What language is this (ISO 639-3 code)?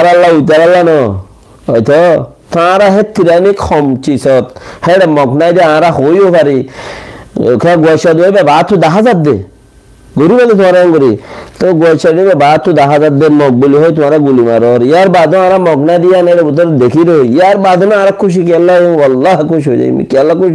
rhg